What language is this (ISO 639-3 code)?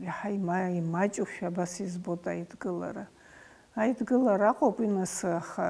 abk